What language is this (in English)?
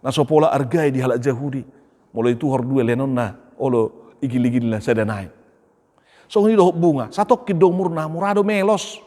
Batak Toba